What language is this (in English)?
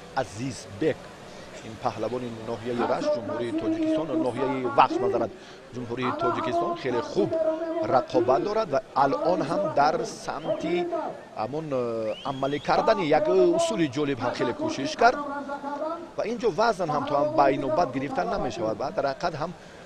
Tajik